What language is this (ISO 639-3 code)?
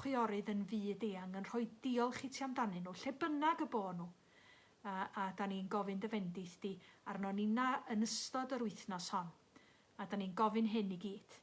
cym